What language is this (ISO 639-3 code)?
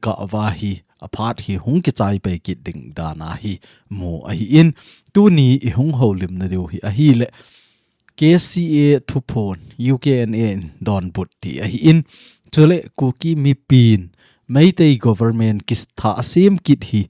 tcz